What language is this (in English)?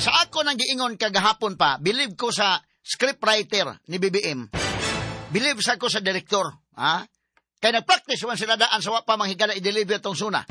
Cebuano